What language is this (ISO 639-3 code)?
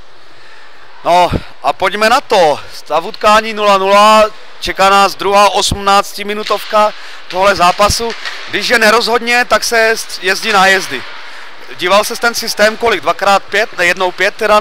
ces